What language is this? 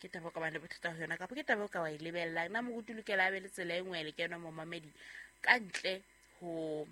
Southern Sotho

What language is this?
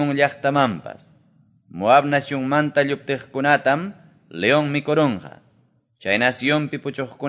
Quechua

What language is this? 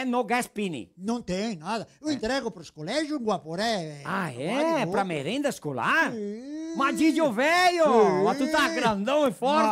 Venetian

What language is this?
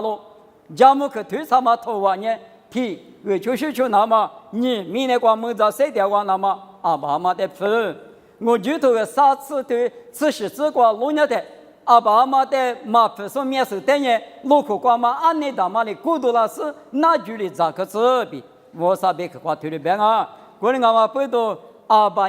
Lisu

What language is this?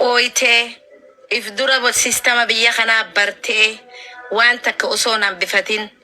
Oromo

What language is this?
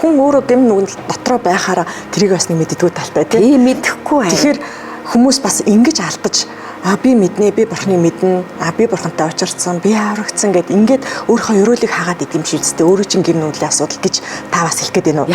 Mongolian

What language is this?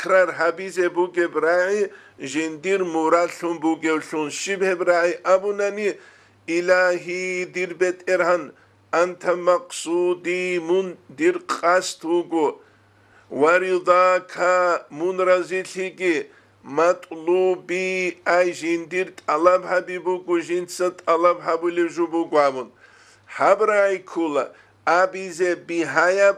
Avaric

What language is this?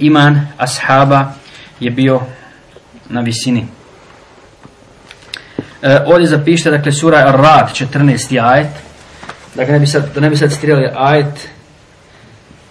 Bosnian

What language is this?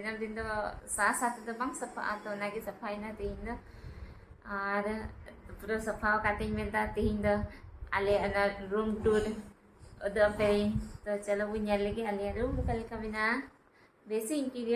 Santali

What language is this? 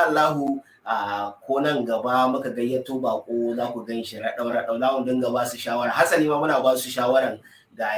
Hausa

